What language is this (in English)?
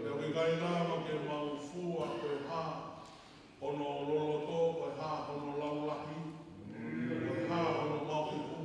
Tongan